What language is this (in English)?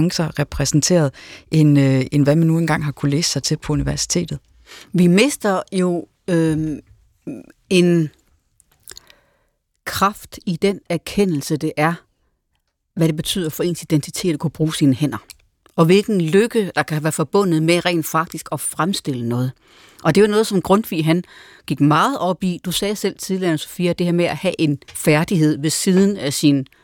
Danish